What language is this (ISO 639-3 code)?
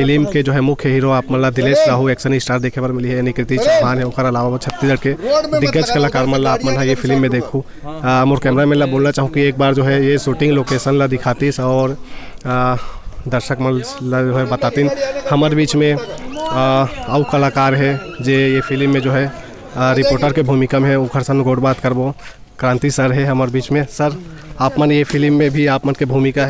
hne